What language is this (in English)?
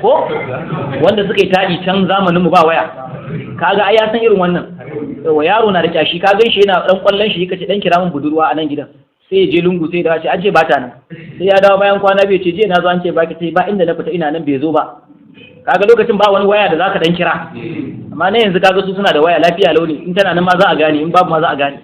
Hausa